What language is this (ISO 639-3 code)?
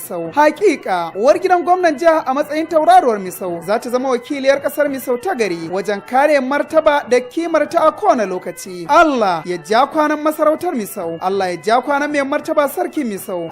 hau